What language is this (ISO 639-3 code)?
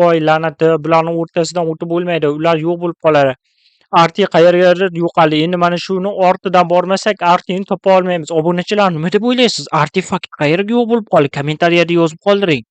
uzb